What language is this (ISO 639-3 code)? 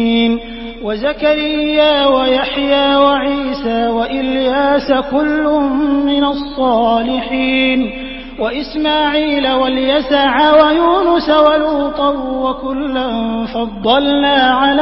ara